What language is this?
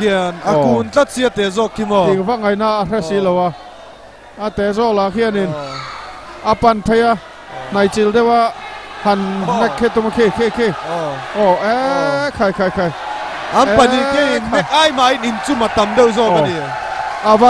Mizo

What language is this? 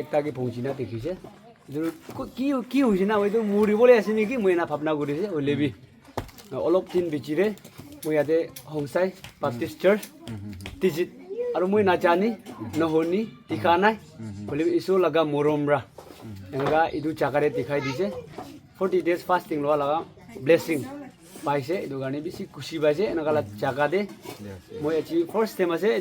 Naga Pidgin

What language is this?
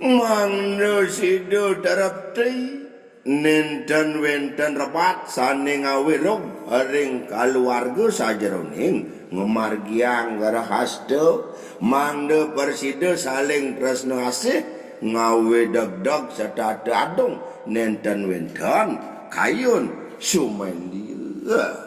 Balinese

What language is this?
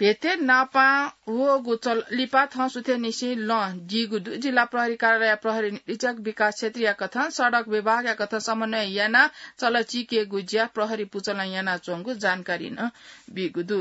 Newari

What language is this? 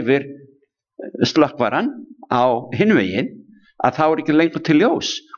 Icelandic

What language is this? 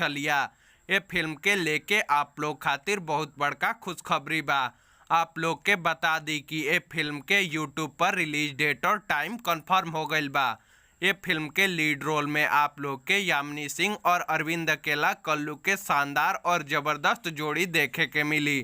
Bhojpuri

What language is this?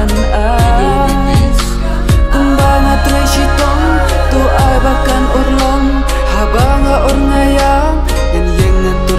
Khasi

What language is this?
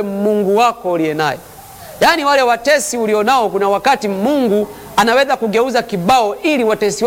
Swahili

